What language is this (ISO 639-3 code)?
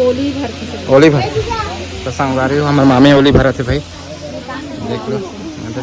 hne